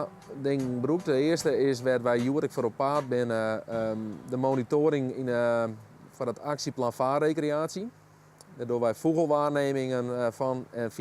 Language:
Western Frisian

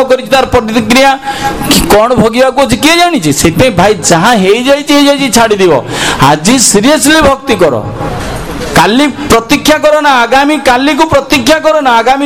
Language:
Odia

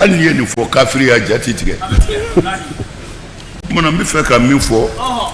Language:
Bambara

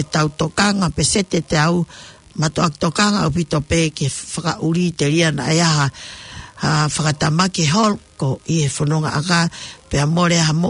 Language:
Tongan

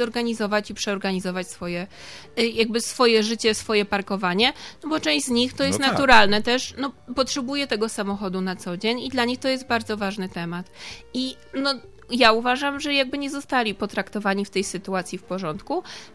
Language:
Polish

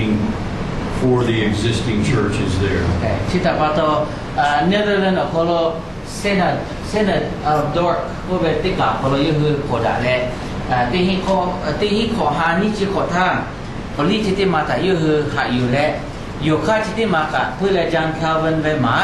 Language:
Lahu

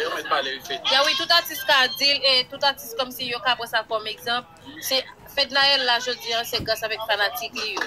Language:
Haitian Creole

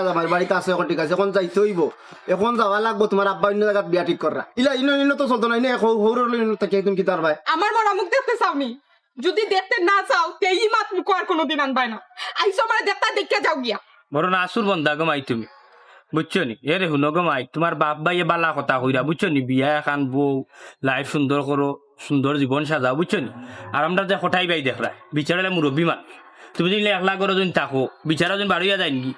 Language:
Sylheti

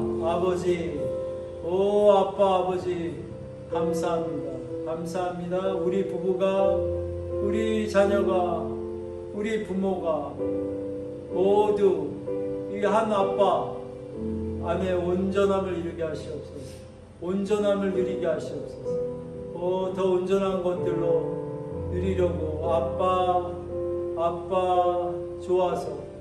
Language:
Korean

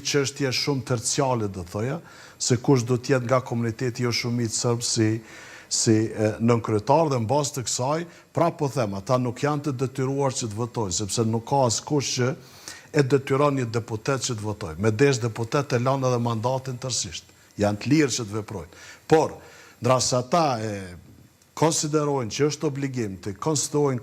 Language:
Albanian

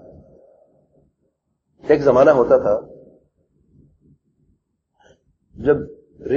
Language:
Urdu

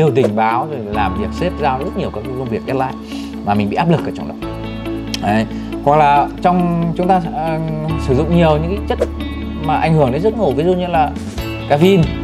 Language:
Vietnamese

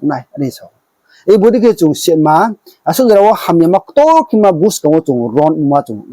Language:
Riang (India)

